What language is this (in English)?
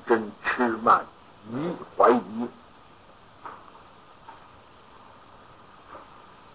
Chinese